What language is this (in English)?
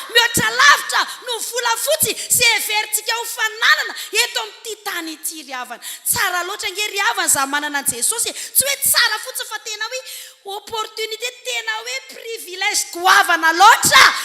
Malagasy